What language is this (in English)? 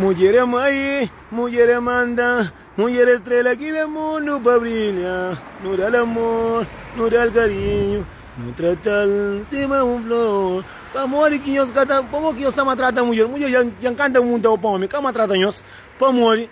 Kabuverdianu